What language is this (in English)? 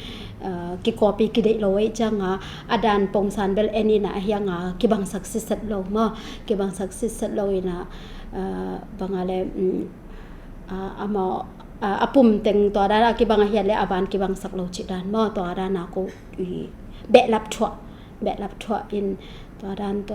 Tedim Chin